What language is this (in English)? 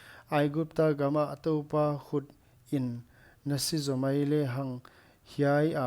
Paite Chin